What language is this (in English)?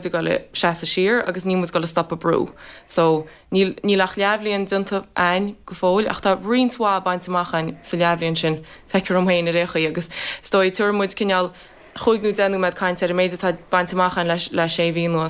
Irish